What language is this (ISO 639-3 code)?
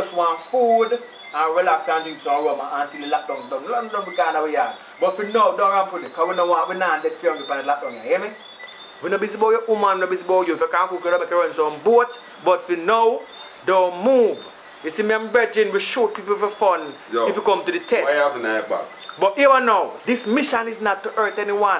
jam